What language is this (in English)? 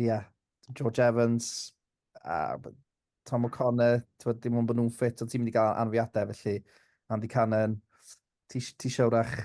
Welsh